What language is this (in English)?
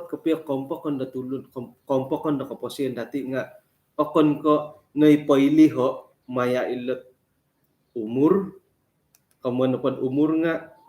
Central Dusun